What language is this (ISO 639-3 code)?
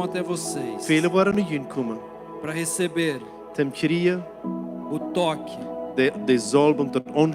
pdt